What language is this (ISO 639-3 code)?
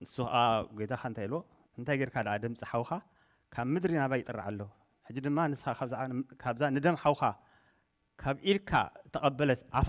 tir